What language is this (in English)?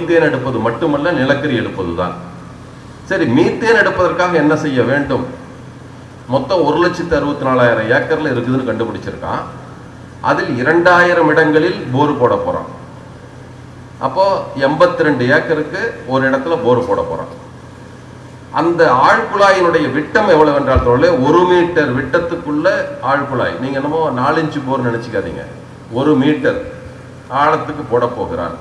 Tamil